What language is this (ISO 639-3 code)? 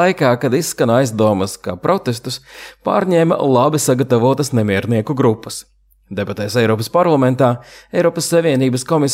lav